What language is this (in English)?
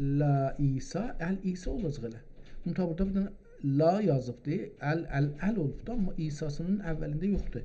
South Azerbaijani